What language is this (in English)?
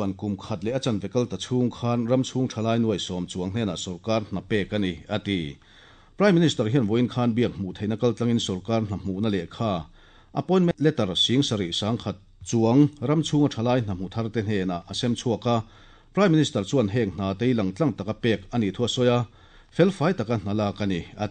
Mizo